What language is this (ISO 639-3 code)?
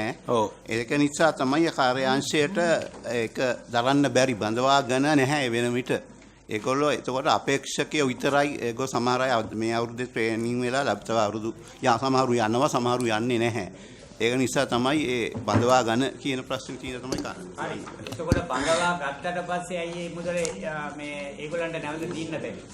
sin